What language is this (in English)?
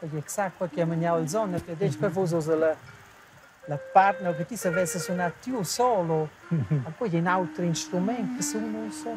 Romansh